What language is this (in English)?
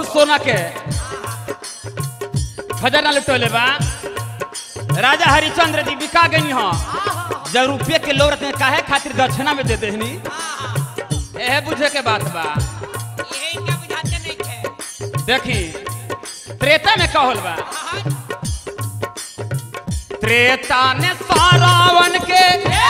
Bhojpuri